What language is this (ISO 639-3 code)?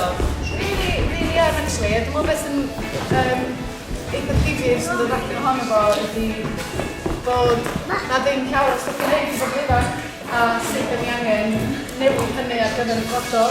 cym